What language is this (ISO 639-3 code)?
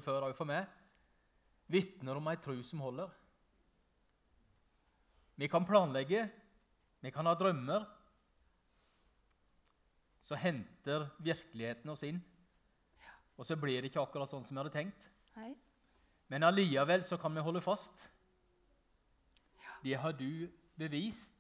nor